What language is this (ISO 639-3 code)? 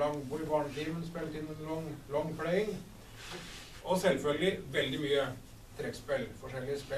nor